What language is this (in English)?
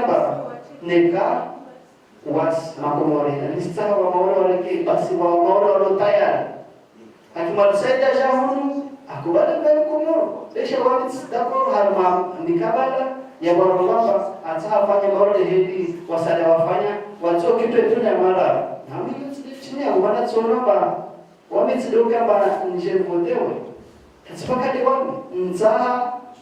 Ngazidja Comorian